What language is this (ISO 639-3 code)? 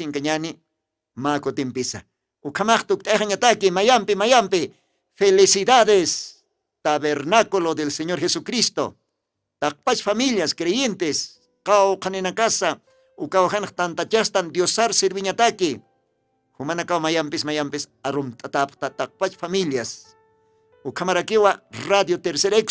aym